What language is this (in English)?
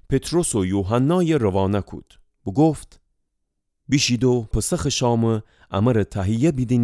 Gilaki